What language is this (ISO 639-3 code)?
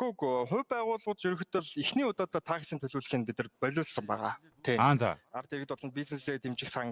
mon